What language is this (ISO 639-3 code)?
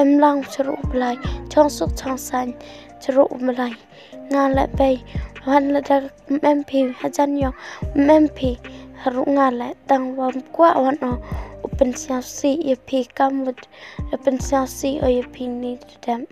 kha